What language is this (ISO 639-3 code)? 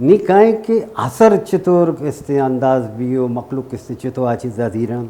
bal